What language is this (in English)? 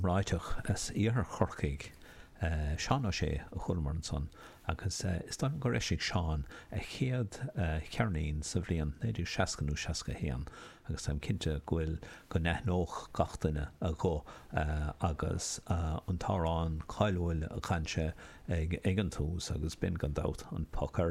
Irish